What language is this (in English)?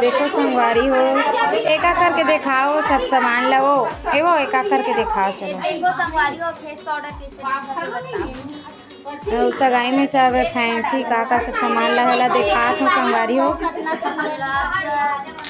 Chhattisgarhi